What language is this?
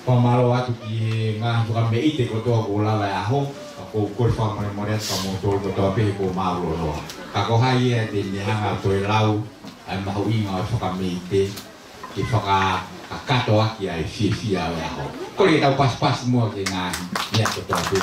Tongan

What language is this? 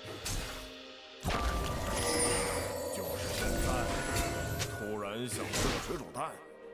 Chinese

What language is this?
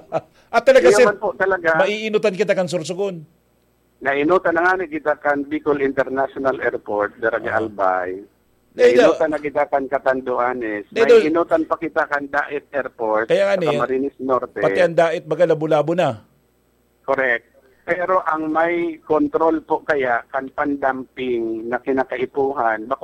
Bikol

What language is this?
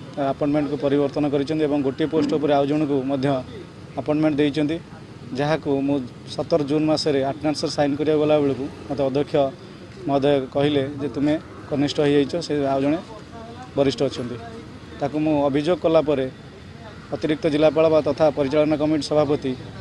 Odia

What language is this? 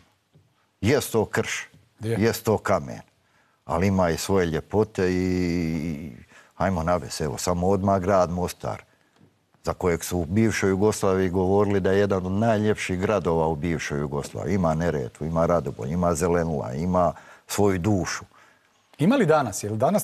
Bosnian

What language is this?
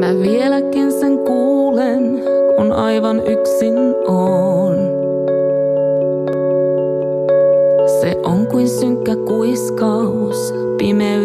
Finnish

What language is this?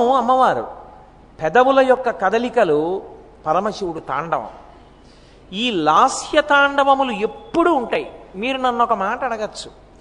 Telugu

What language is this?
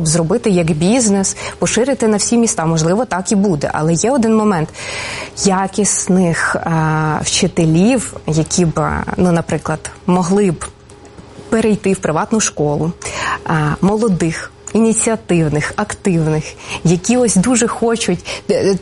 Ukrainian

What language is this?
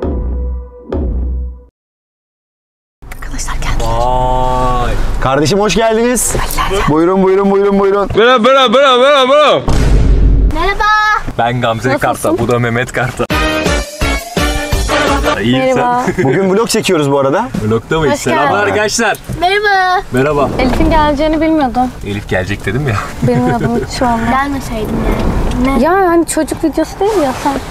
Turkish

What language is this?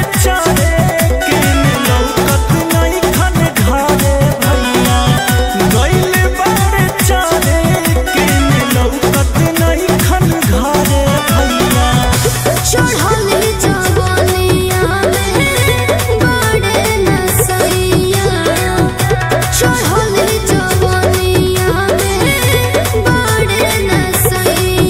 Bhojpuri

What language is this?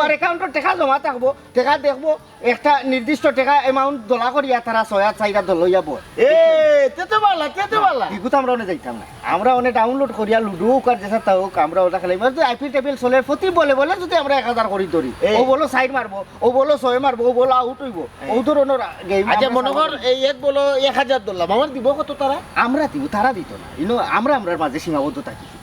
Sylheti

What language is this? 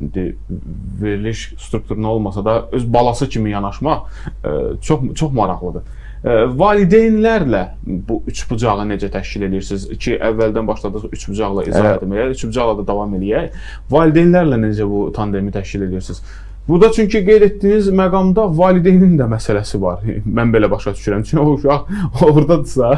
Azerbaijani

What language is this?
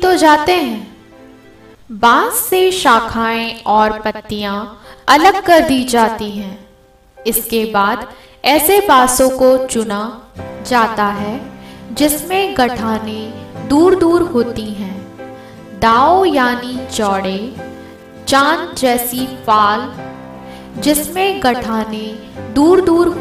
Hindi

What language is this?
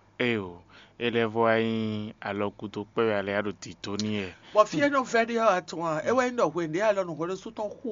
Fon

